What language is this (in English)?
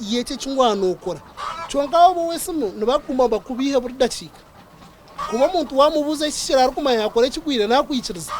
Nyankole